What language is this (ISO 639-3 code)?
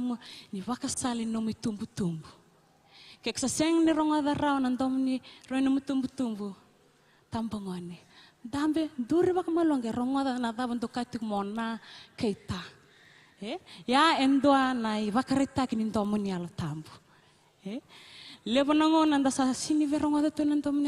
fij